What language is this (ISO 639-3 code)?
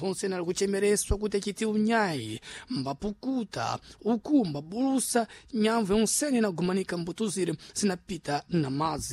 seh